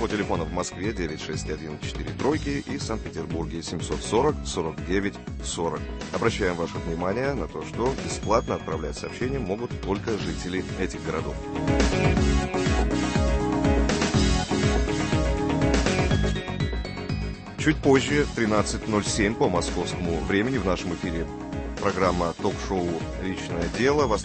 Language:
Russian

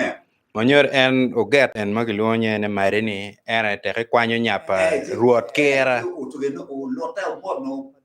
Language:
Acoli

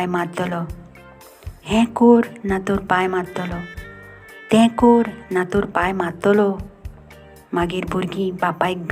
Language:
Konkani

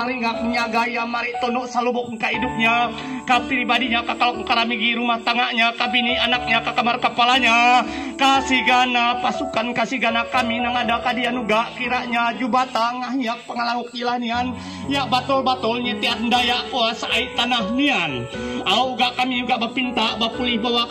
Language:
Kendayan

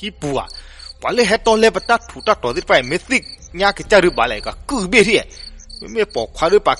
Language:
S'gaw Karen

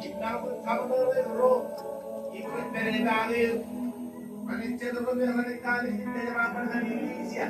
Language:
Marshallese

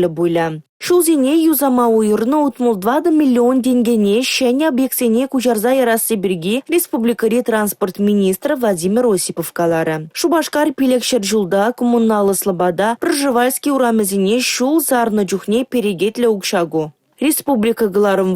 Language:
Chuvash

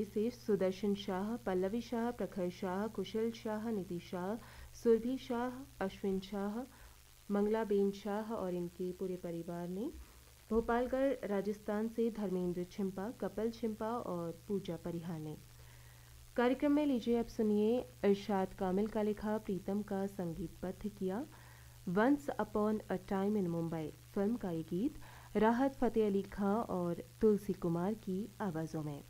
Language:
Hindi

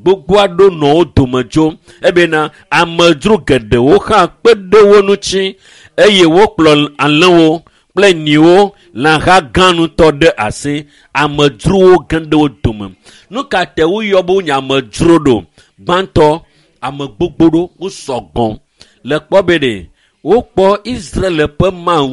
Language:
Ewe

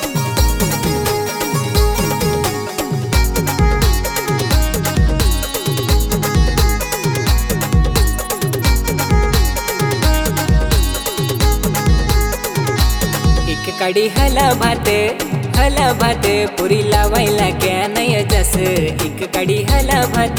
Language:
Marathi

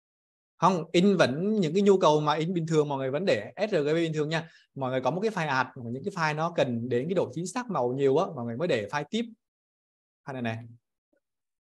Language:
Vietnamese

